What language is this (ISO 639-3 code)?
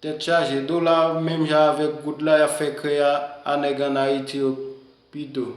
hat